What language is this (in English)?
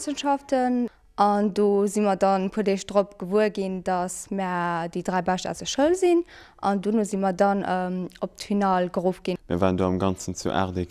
Luxembourgish